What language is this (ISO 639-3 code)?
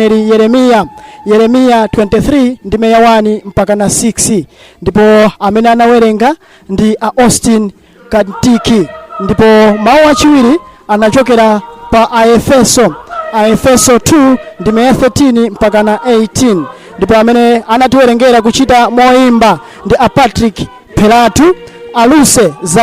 nya